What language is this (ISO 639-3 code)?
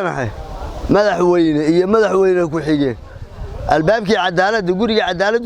som